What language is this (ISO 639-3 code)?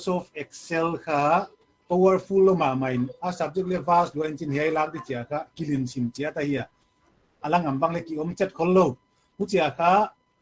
pck